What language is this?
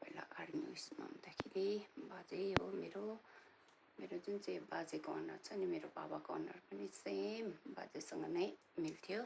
Nepali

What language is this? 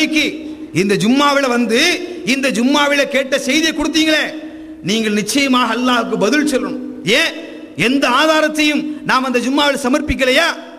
Tamil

